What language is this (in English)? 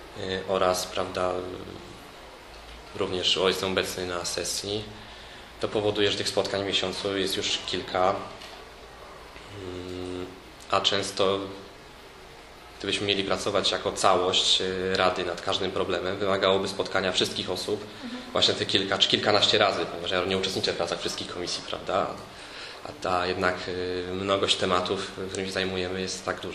Polish